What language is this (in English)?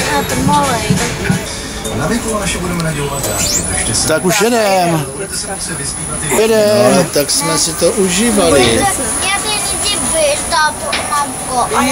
Czech